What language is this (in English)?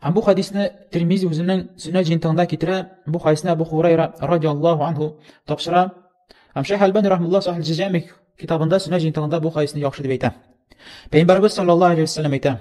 Tatar